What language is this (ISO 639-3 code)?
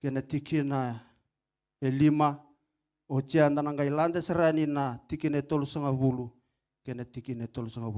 fij